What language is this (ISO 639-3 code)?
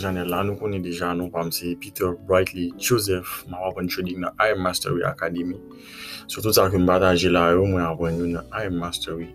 hat